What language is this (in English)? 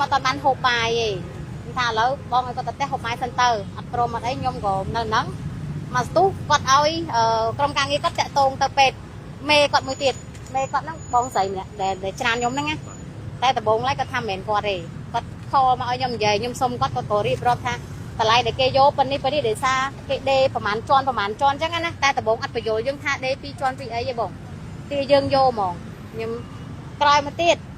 Khmer